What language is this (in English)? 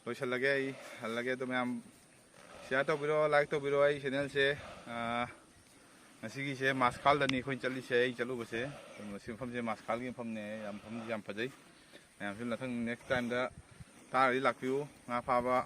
Manipuri